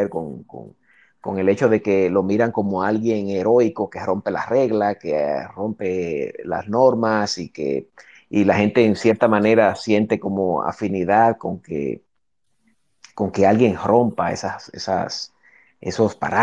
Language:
Spanish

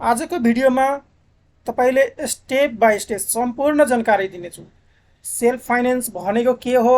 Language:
Nepali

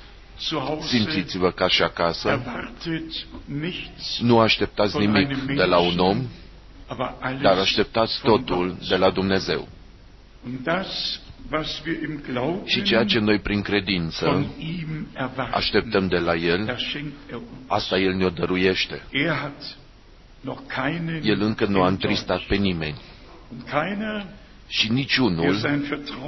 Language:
Romanian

